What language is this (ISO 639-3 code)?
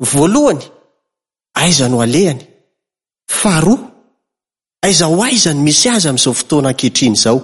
mlg